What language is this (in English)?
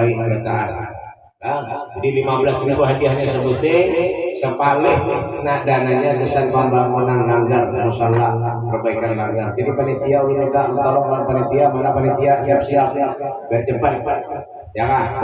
Banjar